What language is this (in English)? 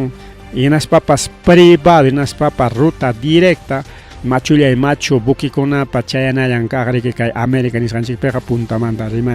Ayacucho Quechua